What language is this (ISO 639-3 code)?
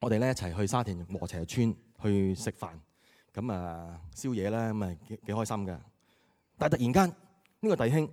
yue